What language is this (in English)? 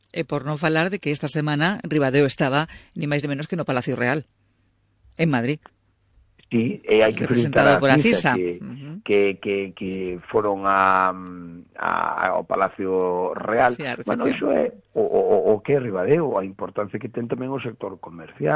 Galician